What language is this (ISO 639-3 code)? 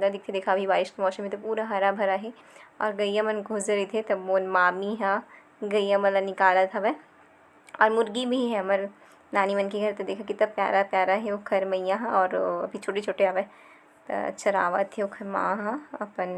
hne